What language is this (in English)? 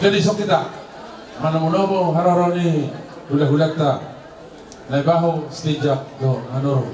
Batak Toba